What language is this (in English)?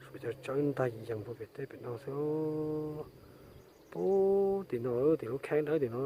Hmong